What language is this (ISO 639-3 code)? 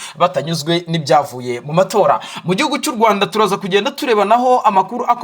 kin